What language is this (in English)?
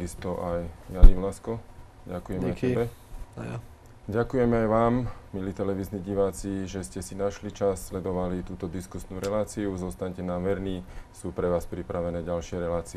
Slovak